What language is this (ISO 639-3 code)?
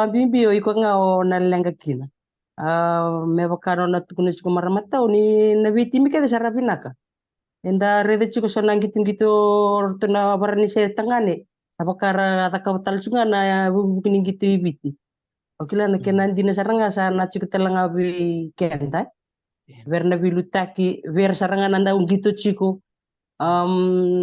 fij